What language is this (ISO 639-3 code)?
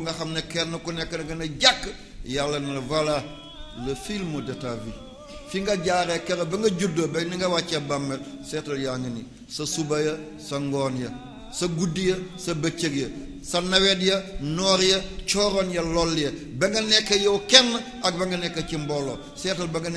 wol